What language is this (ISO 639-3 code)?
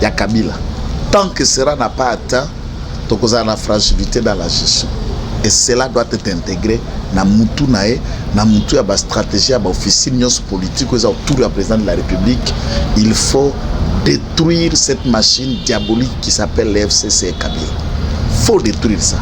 lin